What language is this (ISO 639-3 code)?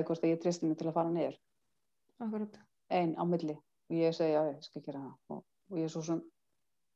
isl